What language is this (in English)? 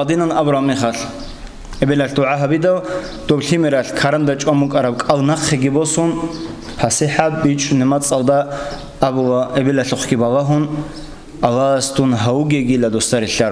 Avaric